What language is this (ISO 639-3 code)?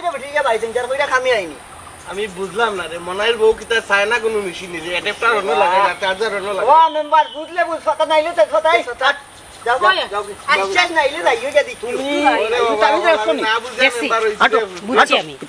syl